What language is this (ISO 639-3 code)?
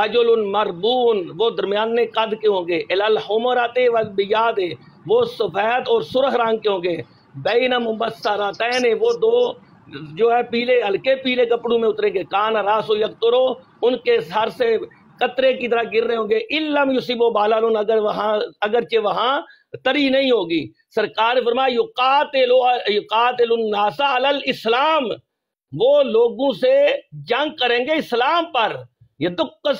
urd